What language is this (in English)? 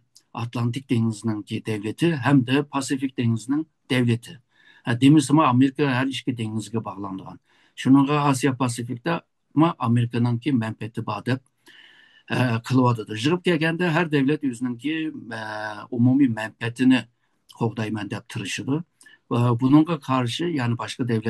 Uyghur